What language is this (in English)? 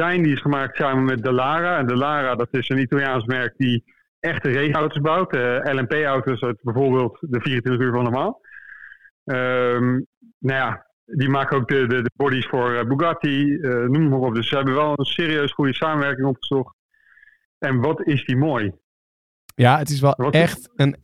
Dutch